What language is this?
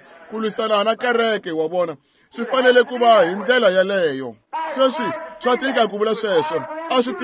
Tsonga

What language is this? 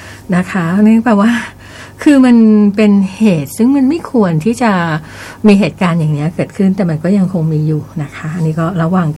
Thai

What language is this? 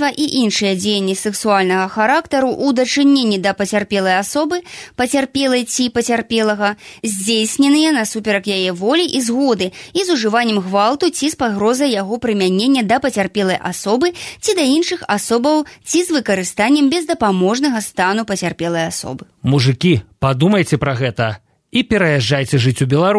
Belarusian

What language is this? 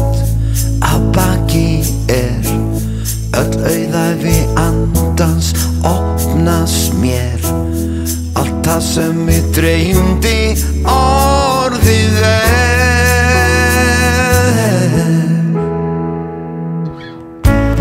Icelandic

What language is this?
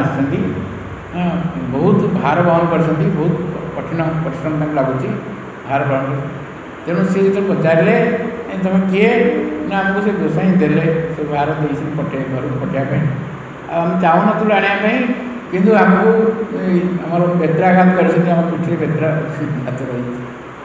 Odia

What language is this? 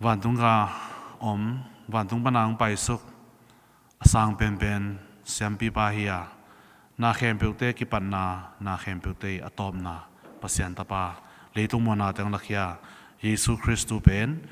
Tedim Chin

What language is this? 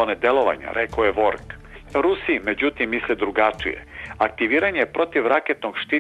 Serbian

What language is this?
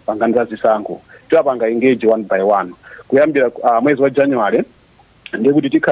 Nyanja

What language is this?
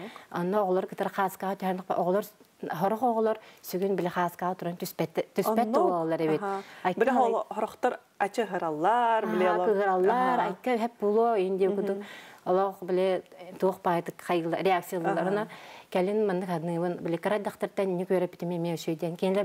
Yakut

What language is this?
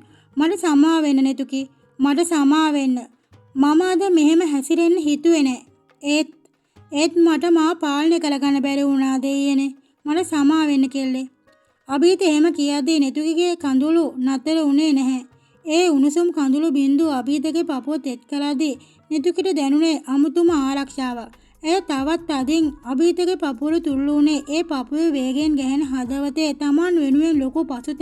Sinhala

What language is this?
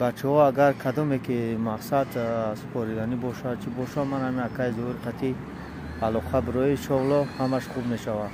Tajik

